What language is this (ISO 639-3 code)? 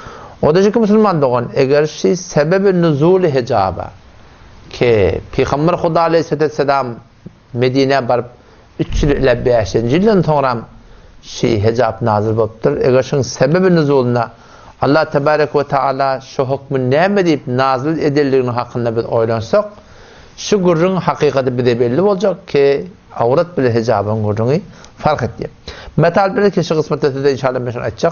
tuk